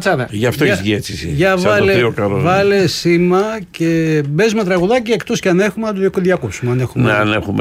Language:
Greek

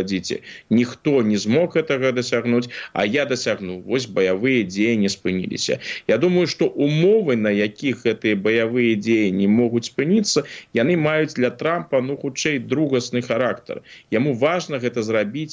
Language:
Belarusian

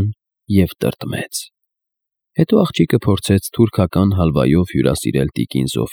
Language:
Armenian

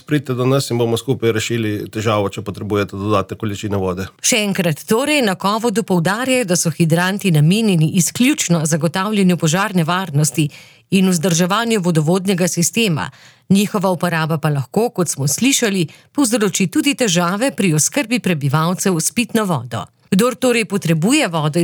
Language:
Slovenian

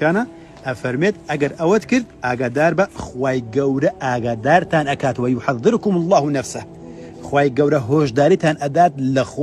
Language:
Central Kurdish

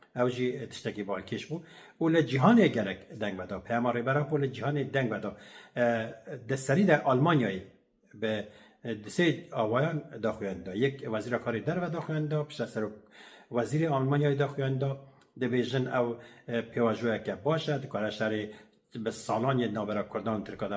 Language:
Kurdish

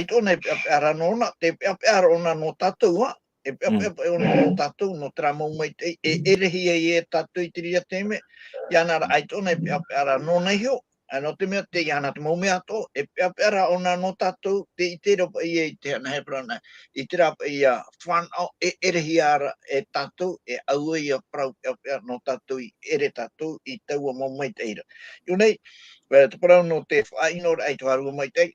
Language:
Tahitian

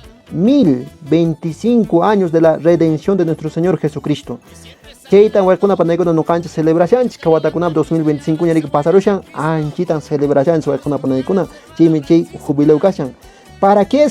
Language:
Quechua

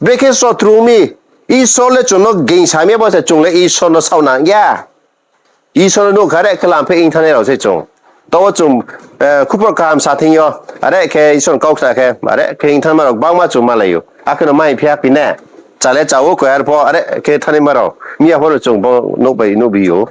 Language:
Riang (India)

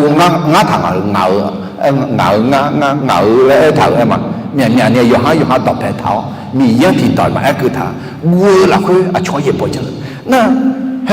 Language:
Akha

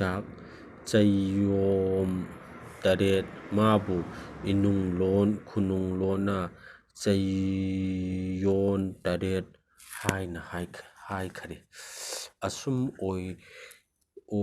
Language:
Manipuri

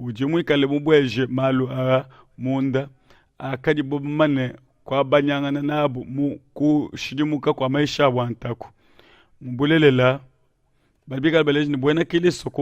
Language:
Luba-Lulua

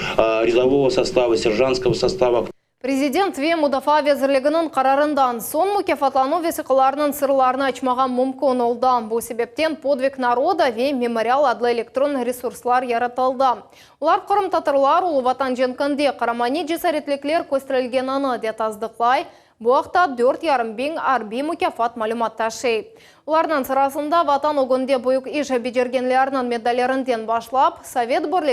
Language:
Crimean Tatar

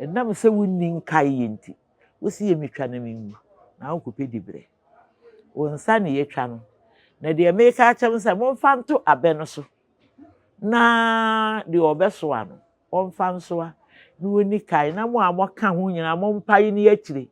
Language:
Akan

